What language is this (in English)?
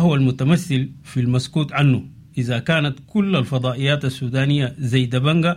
Sudanese Arabic